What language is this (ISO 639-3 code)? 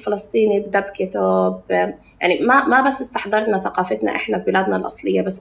apc